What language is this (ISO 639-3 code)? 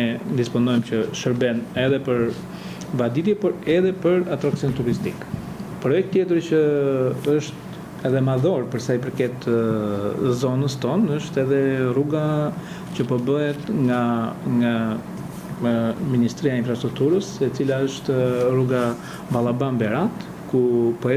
sqi